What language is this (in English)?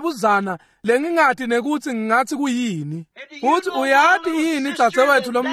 Swati